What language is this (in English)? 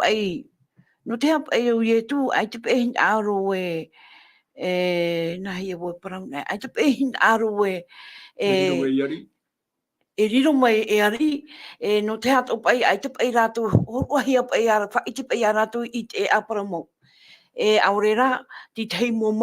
Tahitian